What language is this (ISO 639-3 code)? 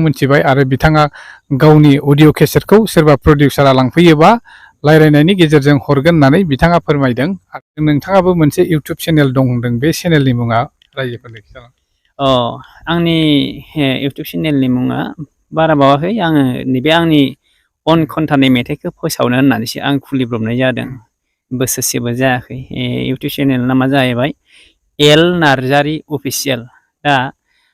brx